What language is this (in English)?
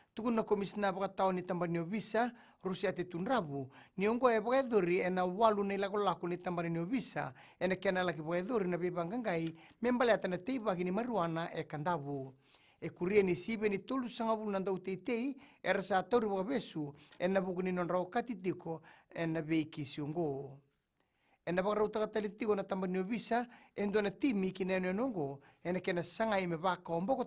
Fijian